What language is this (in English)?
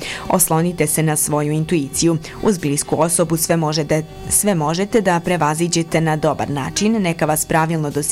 Bosnian